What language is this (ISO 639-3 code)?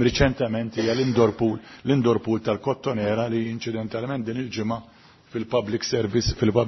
mlt